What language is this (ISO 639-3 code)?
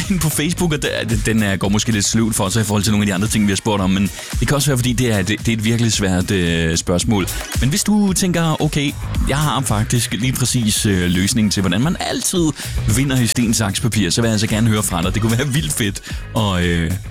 dan